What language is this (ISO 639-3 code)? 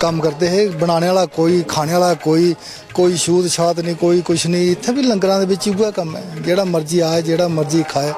doi